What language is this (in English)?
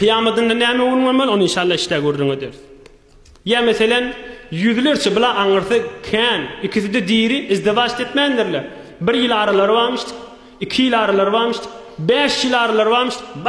Turkmen